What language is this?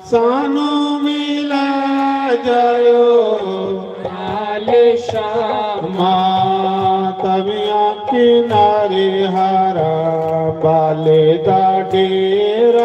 Dogri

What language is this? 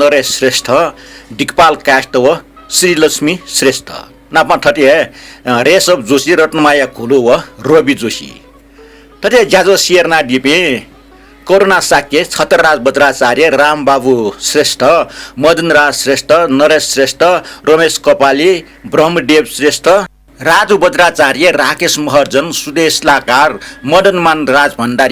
Newari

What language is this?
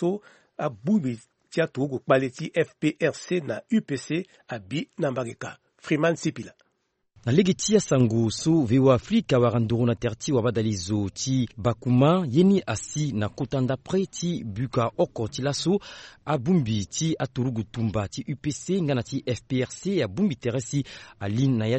Sango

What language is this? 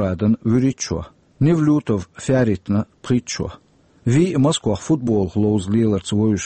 Chechen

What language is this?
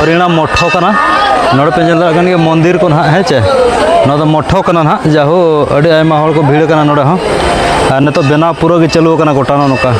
Santali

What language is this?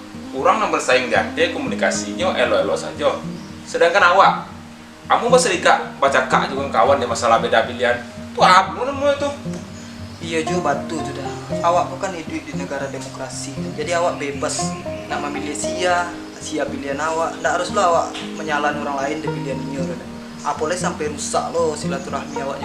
Minangkabau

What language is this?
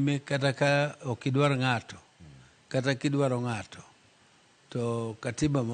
Luo (Kenya and Tanzania)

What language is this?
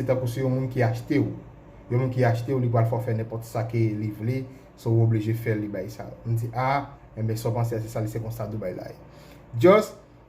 Haitian Creole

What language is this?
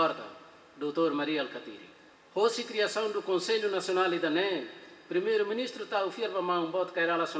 Tetum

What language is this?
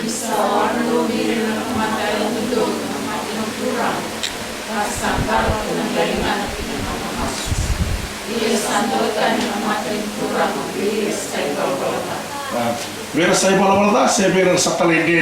Fijian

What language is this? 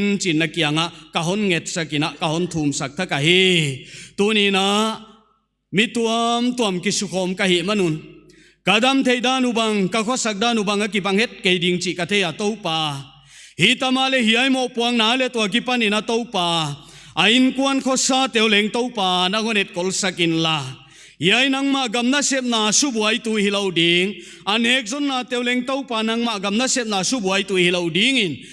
Paite Chin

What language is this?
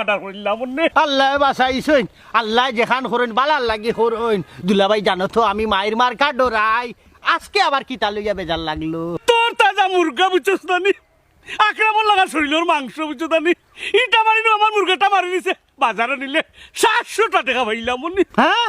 Sylheti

